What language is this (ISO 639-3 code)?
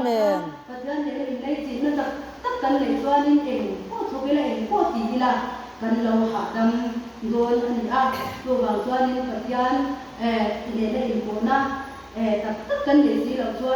lus